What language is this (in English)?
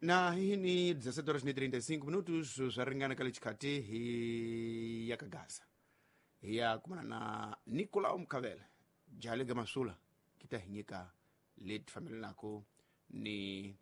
Tsonga